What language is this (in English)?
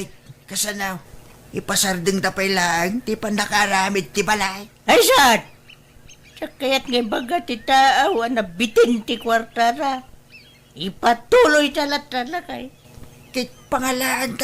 Iloko